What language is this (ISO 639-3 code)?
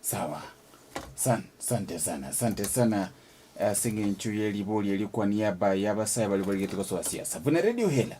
guz